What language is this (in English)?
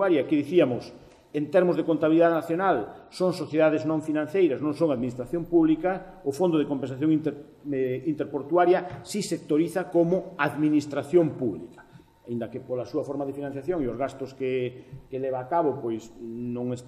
Galician